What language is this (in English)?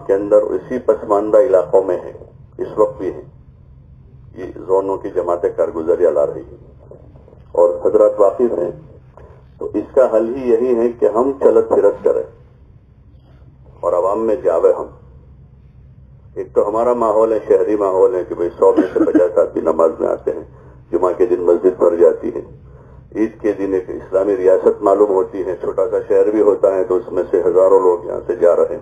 Urdu